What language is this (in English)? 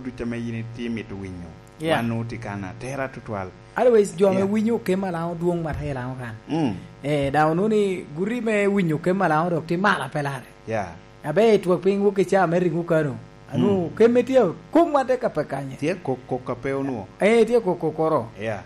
Lango (Uganda)